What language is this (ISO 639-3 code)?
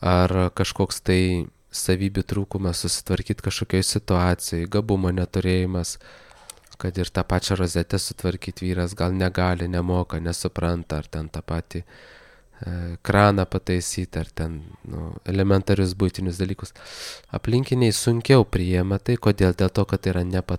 lit